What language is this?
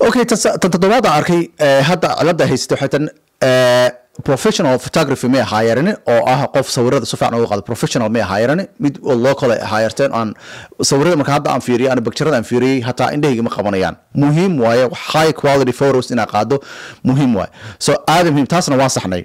Somali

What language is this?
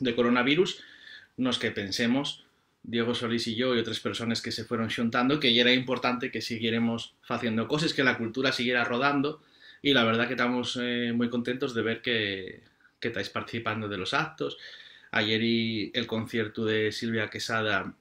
Asturian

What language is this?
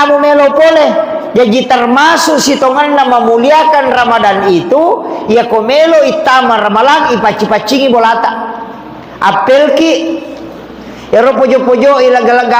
Buginese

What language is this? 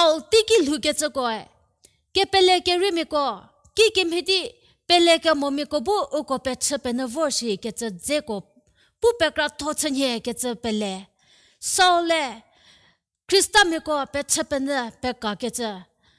Angami Naga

